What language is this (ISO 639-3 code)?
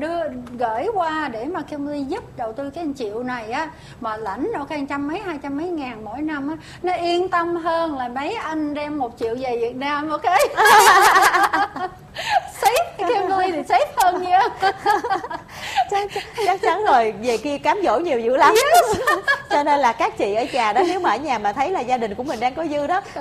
vie